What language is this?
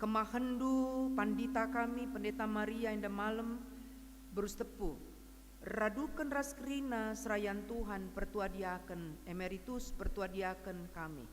Batak Karo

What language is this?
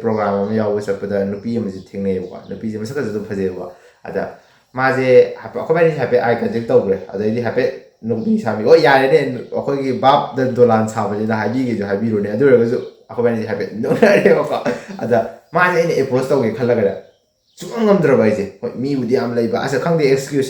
Manipuri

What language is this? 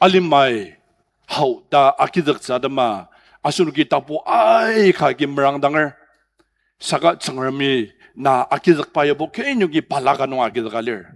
Ao Naga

